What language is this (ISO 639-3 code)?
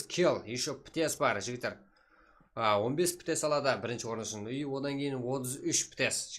kaa